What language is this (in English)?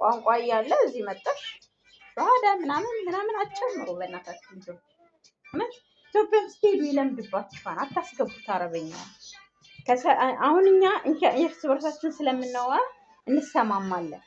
Amharic